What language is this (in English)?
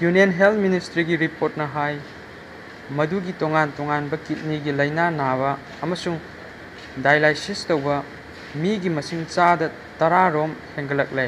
Manipuri